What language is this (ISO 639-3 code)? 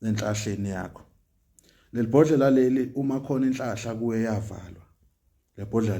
zul